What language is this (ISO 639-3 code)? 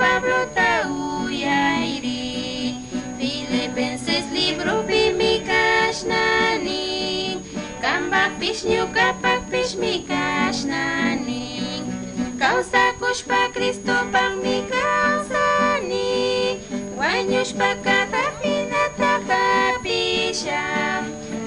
qug